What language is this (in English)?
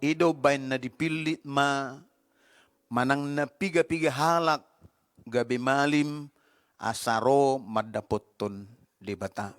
Batak Toba